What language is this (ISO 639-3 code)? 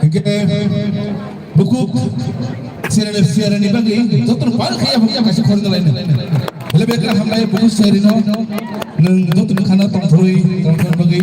trp